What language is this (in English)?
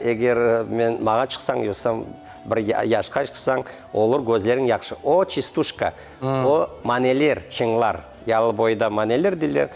Crimean Tatar